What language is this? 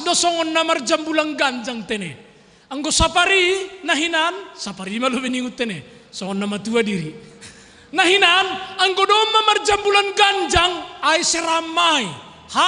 Batak Simalungun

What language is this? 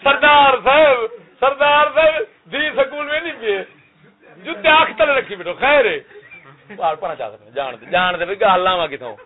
Saraiki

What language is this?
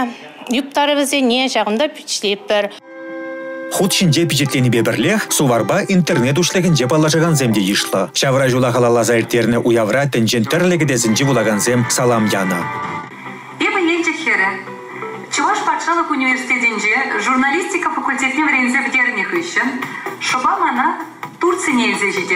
Chuvash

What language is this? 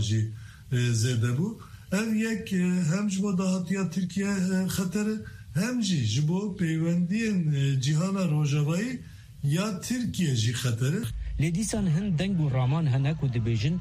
Kurdish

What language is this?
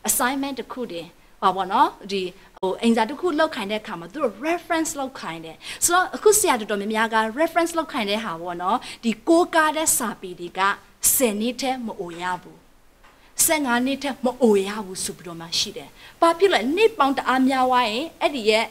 Burmese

